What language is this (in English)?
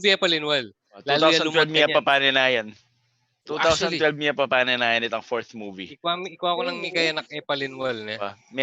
Pampanga